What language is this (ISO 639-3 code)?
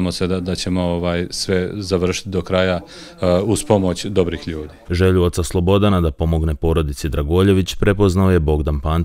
srp